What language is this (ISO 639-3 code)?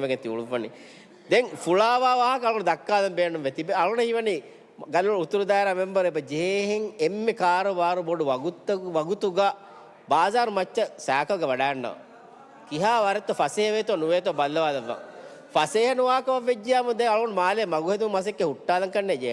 div